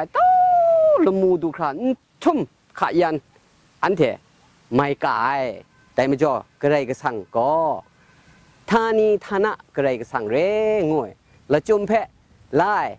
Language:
Kachin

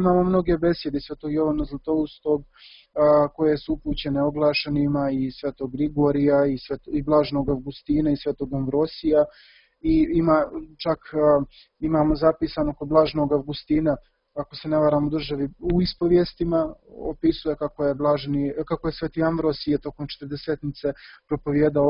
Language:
Serbian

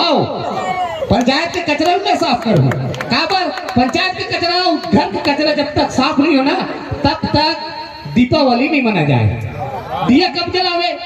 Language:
Chhattisgarhi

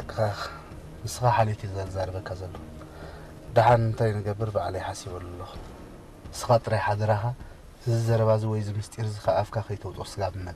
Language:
Tigrinya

